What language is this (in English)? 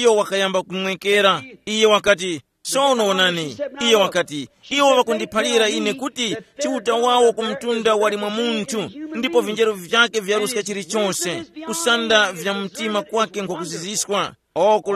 Tumbuka